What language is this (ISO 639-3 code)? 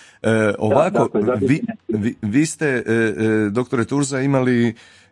hrv